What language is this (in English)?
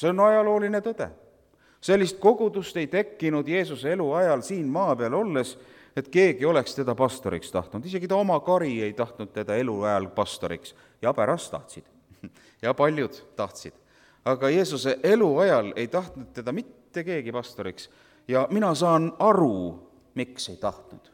Estonian